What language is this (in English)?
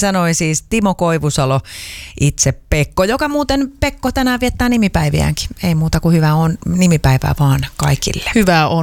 Finnish